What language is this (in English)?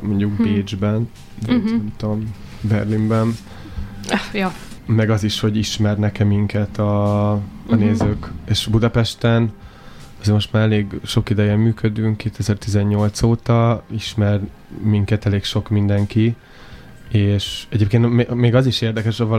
Hungarian